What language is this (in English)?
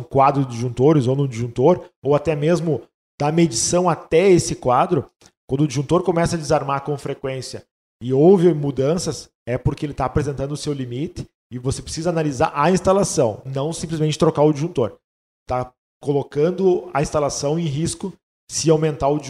Portuguese